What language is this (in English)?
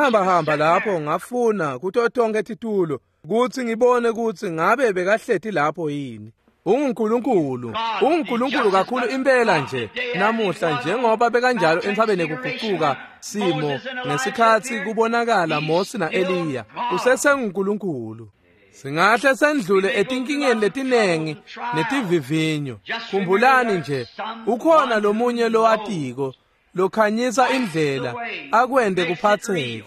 Swati